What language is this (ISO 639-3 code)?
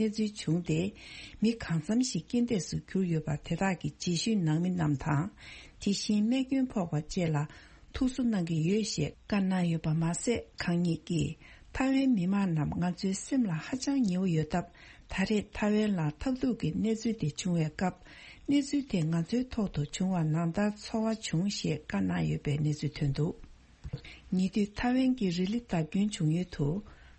bod